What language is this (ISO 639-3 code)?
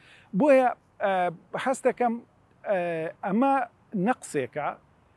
ckb